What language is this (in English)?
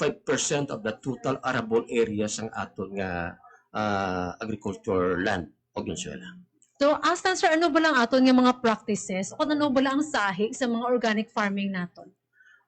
Hiligaynon